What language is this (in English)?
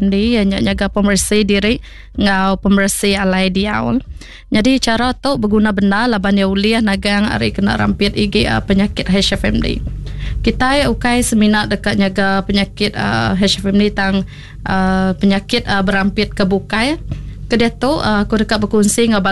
Iban